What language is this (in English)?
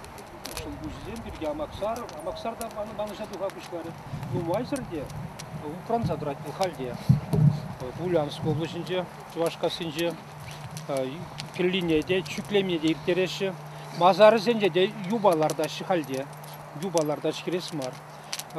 Chuvash